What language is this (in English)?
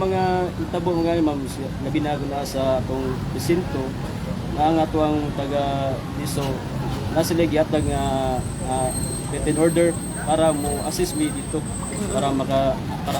Cebuano